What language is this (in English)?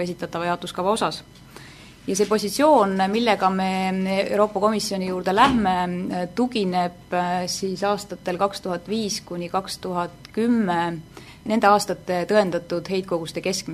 Estonian